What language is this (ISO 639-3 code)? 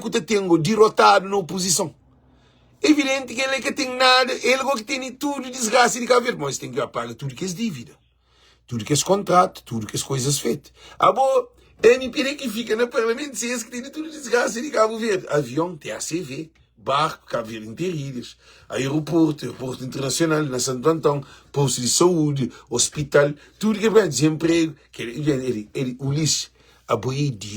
kea